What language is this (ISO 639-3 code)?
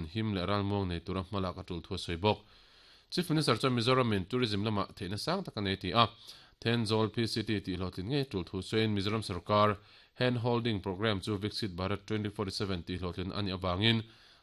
lus